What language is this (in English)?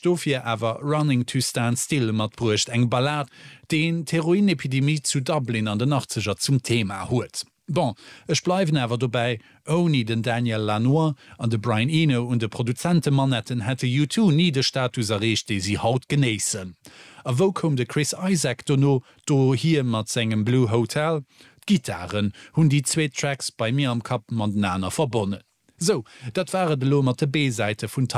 Luxembourgish